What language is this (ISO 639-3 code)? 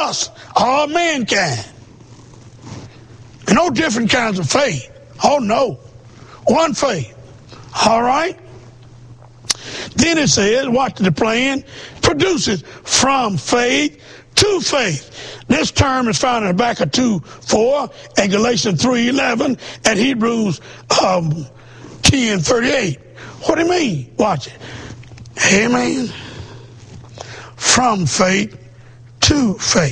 eng